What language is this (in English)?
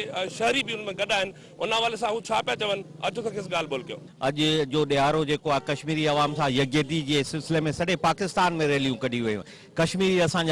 Sindhi